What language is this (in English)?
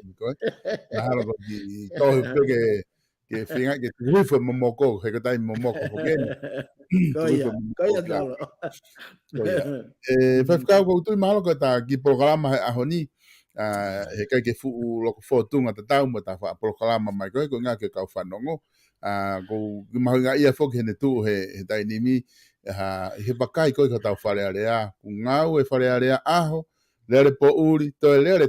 Tongan